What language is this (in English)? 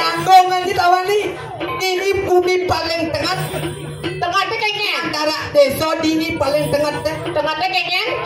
Balinese